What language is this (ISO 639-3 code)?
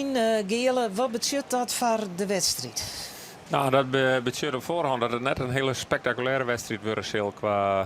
fry